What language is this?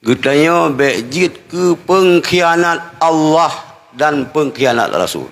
Achinese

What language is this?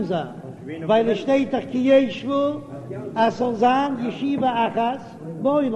Yiddish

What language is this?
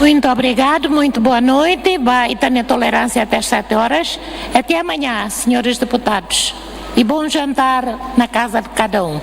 Tetum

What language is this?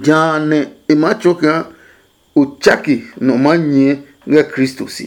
Adangme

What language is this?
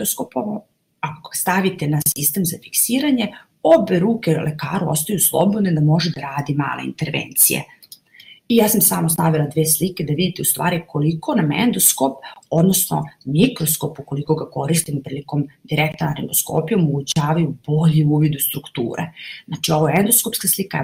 Serbian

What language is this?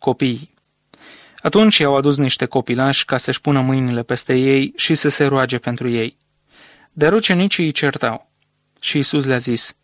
Romanian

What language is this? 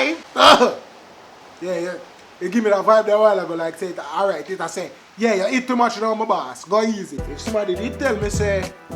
Jamaican Creole English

